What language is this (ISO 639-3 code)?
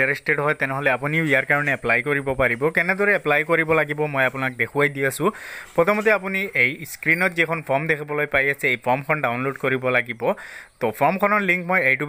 asm